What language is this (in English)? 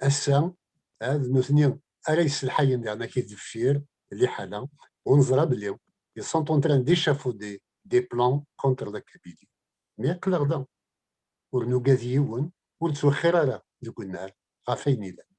Kabyle